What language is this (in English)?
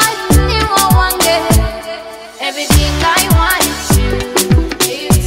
Nyoro